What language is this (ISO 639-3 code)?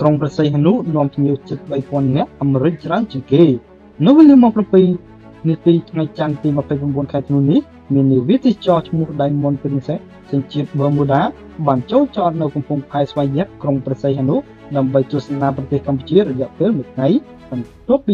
khm